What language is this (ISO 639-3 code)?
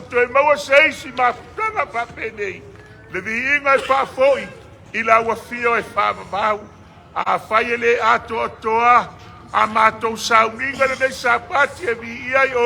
smo